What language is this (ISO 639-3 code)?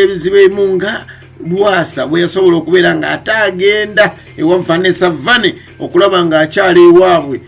lug